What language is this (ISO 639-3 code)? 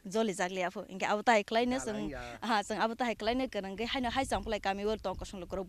trp